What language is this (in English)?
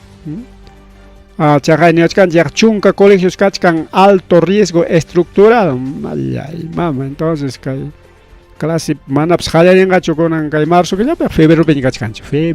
Ayacucho Quechua